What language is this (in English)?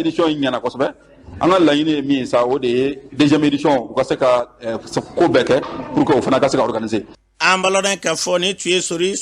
Bambara